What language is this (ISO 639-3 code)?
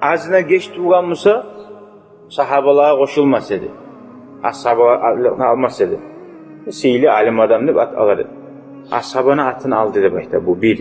kum